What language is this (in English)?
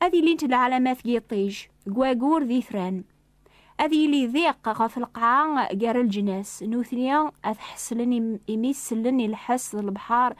Kabyle